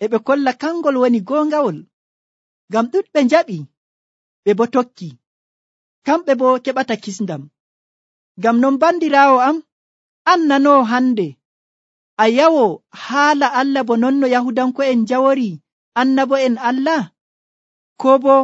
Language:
Nigerian Fulfulde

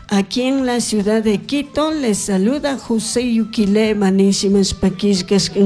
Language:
Chimborazo Highland Quichua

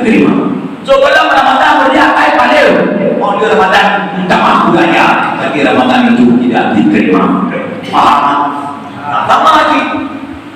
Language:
Achinese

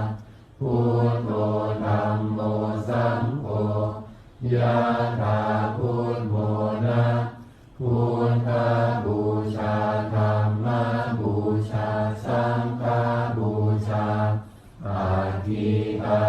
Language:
Pali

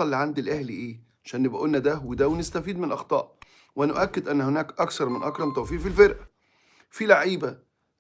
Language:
Egyptian Arabic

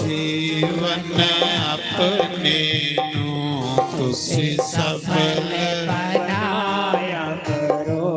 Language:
Dogri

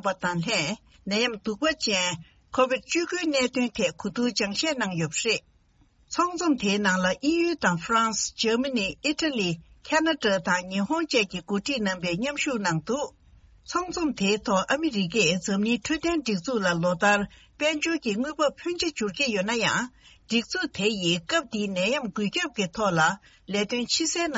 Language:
Tibetan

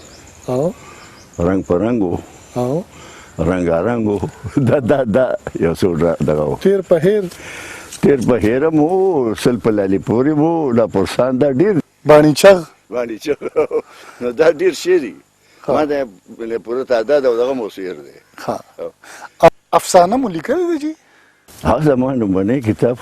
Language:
Pashto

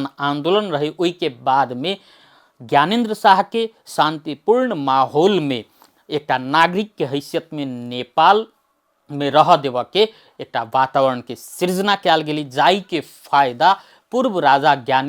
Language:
Maithili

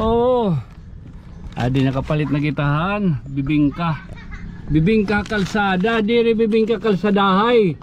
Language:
Waray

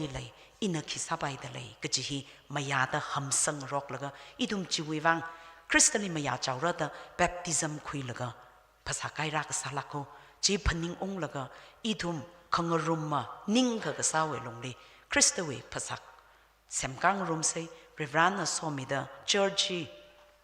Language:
Tangkhul Naga (India)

